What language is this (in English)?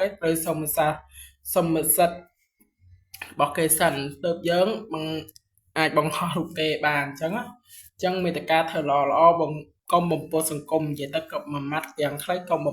Khmer